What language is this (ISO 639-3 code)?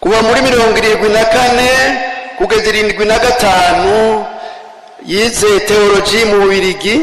run